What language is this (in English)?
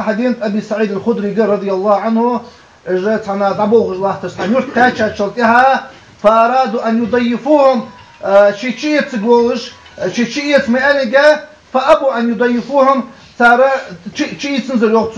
Ingush